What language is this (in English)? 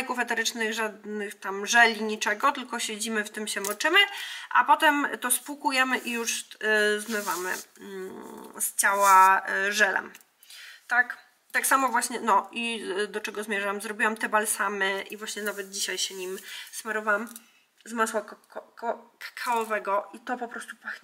Polish